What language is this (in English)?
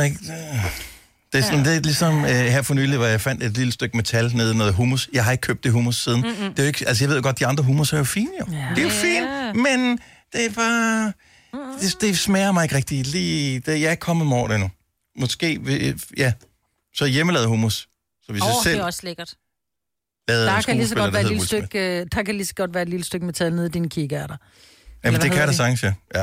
Danish